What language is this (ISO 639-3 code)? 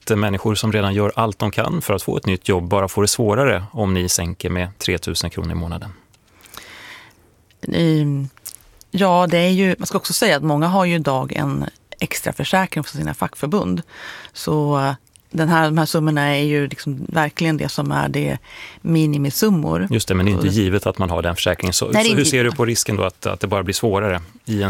swe